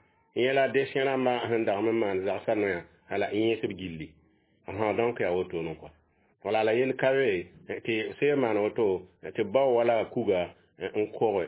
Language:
Mossi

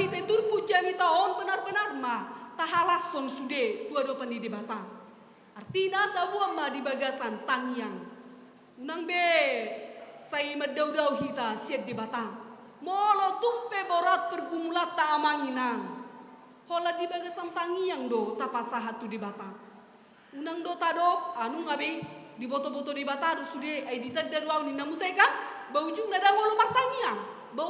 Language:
Batak Toba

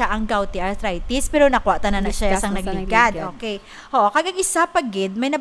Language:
Hiligaynon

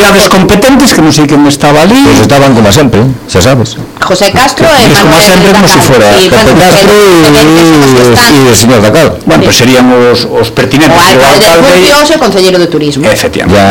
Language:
Galician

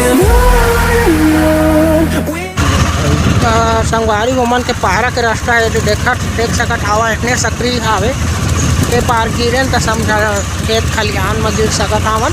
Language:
Chhattisgarhi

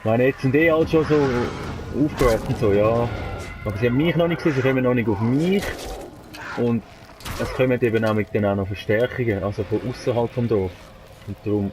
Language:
Swiss German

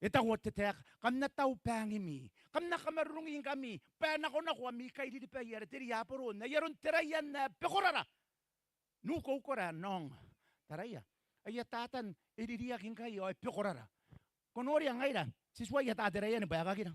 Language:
Gilbertese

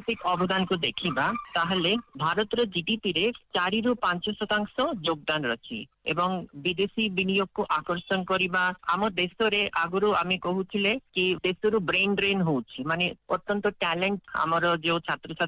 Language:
Odia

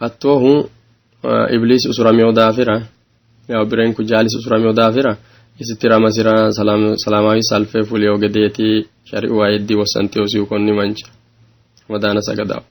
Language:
Sidamo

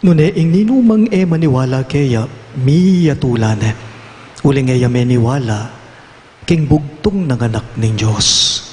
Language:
Pampanga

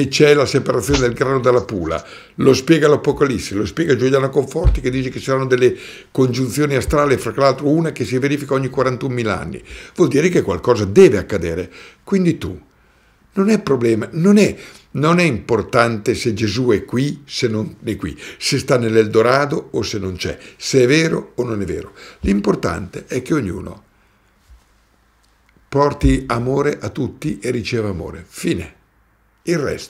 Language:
Italian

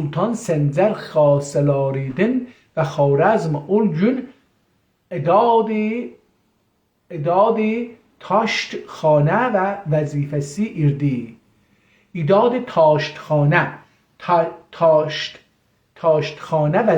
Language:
South Azerbaijani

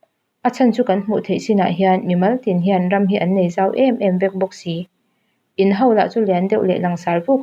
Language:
Mizo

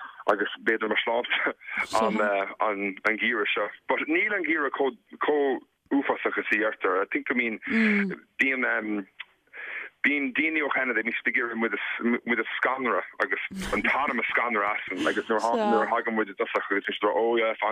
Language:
Irish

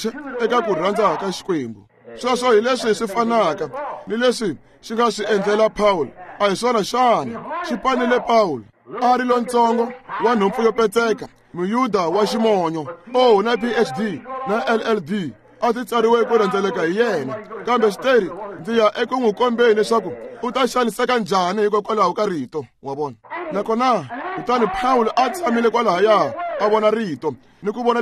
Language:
Tsonga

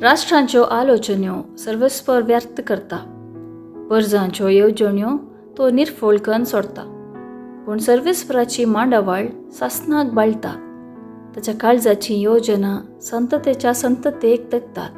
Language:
Konkani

